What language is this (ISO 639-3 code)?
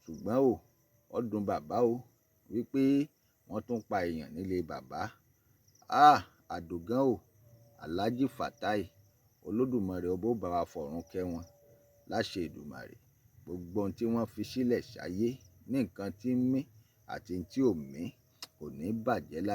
yor